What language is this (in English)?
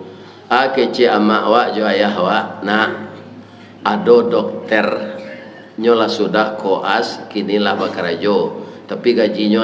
Minangkabau